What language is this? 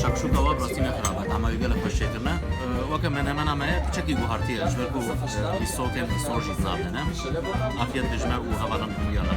Kurdish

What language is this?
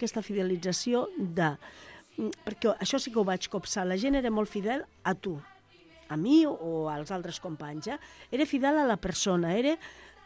Catalan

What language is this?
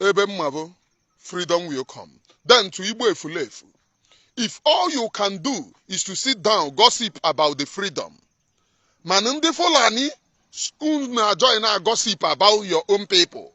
Igbo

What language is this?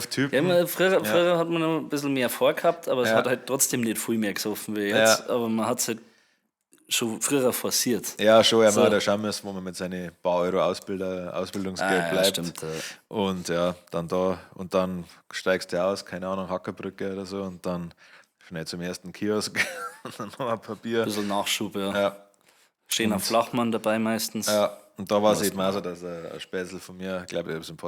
Bavarian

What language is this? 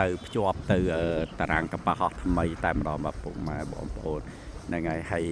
Khmer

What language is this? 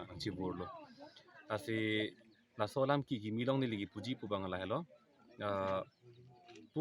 Karbi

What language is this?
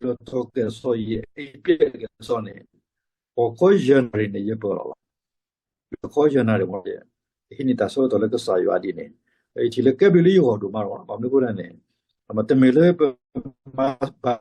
S'gaw Karen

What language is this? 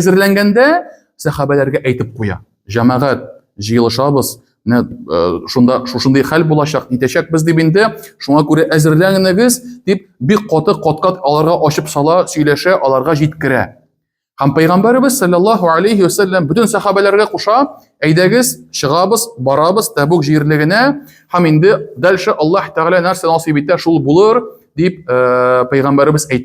Tatar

